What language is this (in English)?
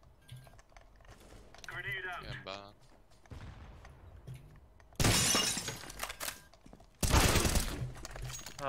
Slovak